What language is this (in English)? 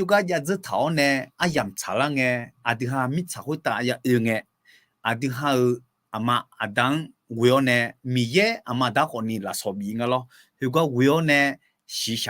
Akha